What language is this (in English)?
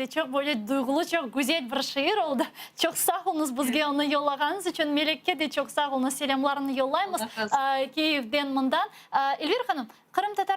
Crimean Tatar